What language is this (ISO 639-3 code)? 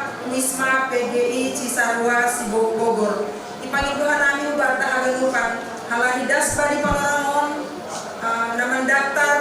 bts